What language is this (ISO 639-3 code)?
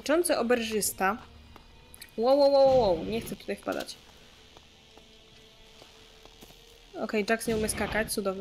pol